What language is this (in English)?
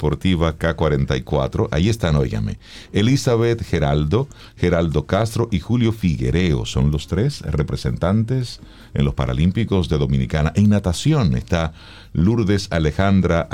Spanish